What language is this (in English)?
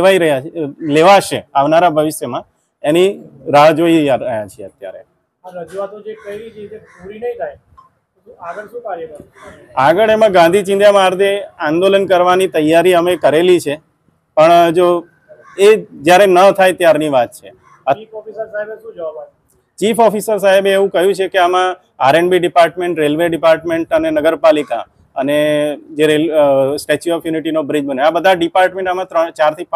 Gujarati